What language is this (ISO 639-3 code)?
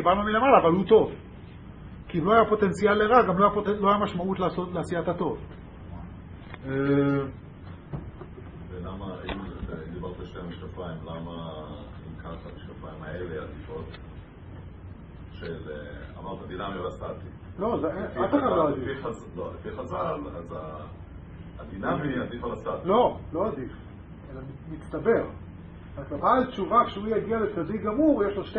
heb